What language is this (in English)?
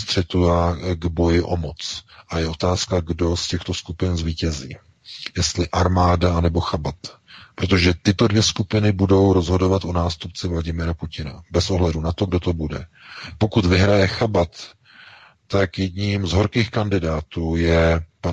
Czech